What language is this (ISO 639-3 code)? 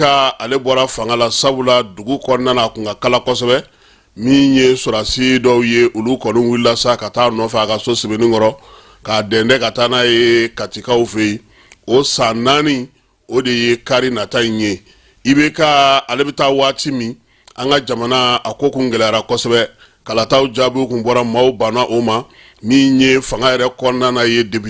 bam